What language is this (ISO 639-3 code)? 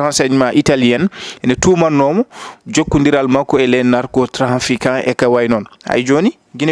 ful